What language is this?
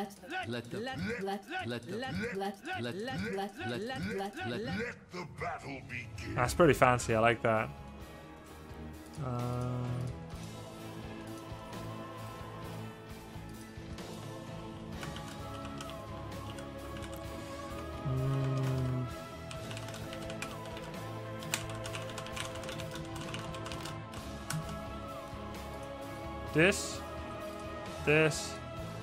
English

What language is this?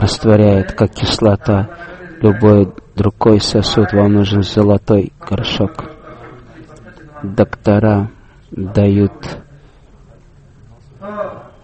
Russian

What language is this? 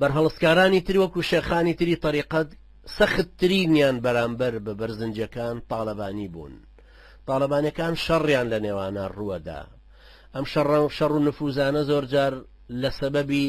Central Kurdish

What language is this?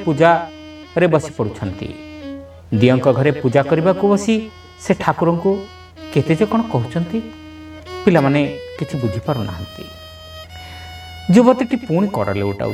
Odia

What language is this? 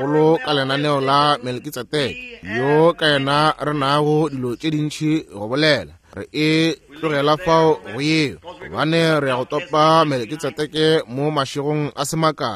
Northern Sotho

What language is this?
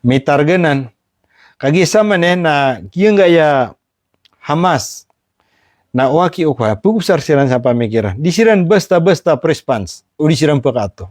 Maranao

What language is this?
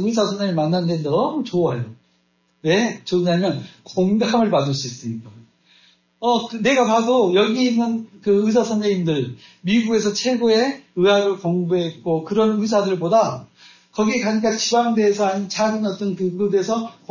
Korean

